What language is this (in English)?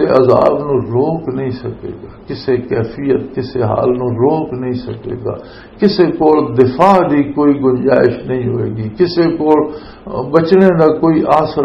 Western Panjabi